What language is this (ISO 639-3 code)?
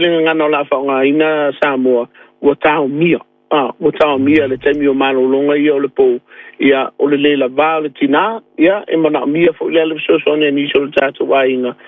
smo